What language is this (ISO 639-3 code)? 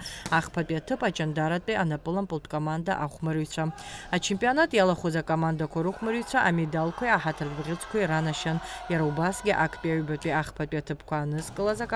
abk